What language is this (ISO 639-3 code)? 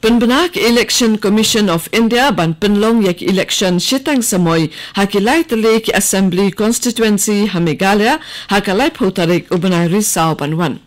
kha